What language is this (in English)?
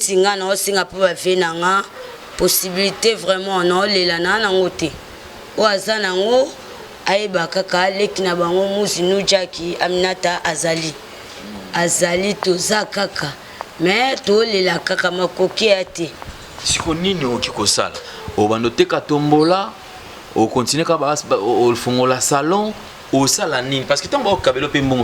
Lingala